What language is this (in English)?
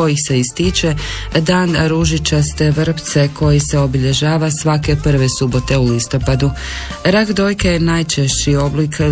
Croatian